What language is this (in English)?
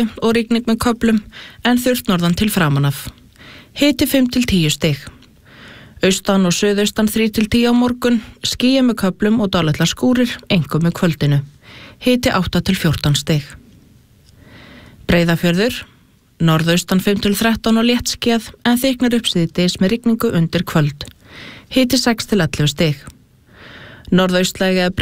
Icelandic